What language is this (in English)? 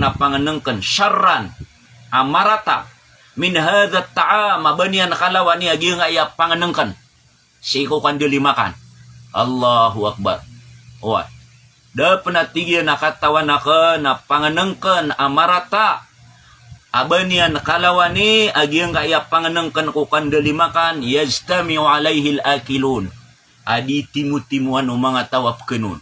Maranao